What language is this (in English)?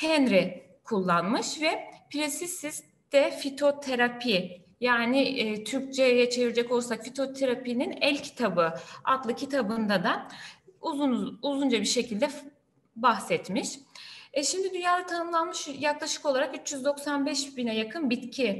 Turkish